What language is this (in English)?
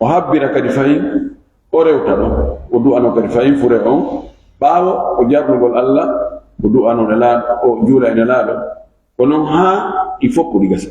Fula